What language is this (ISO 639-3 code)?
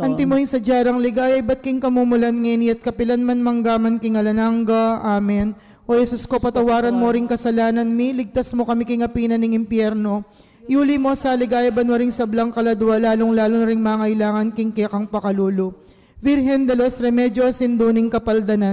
pam